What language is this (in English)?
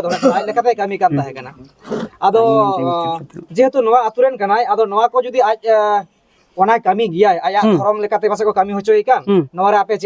Santali